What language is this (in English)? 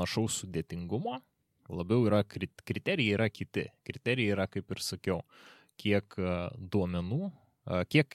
Lithuanian